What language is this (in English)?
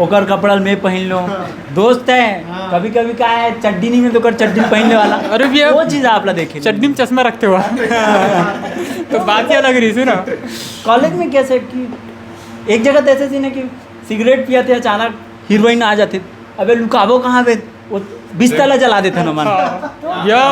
Chhattisgarhi